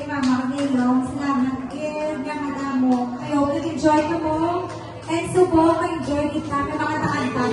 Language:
Hiligaynon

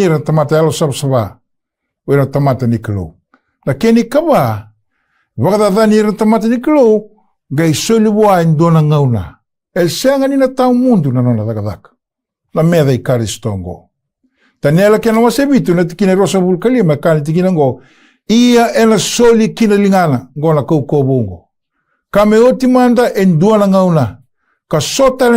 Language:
Fijian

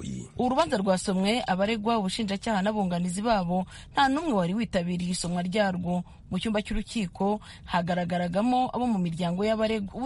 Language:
Kinyarwanda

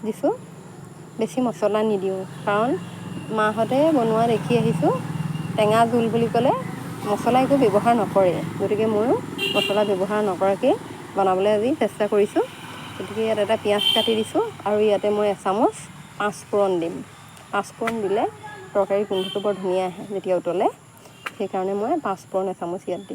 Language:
Assamese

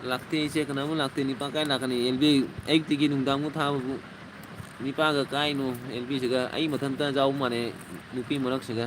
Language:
Manipuri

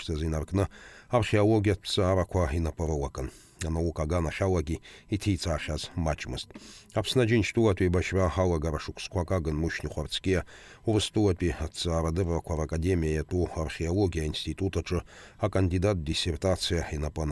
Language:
Abkhazian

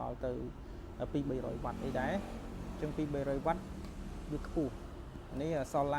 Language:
Khmer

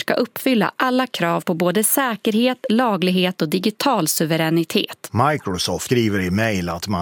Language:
Swedish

